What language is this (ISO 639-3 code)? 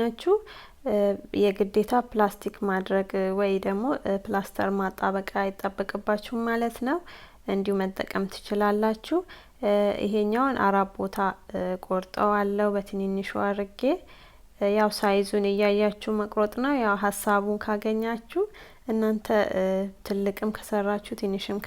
amh